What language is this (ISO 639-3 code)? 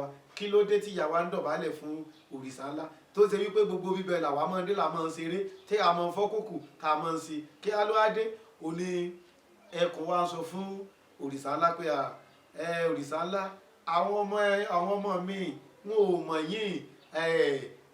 yor